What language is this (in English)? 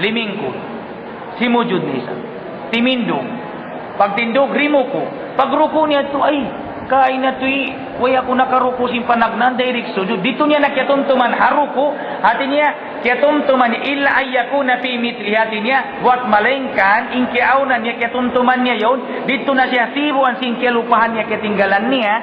Tausug